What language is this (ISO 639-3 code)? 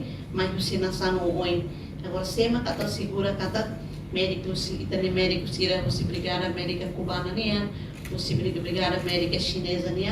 tet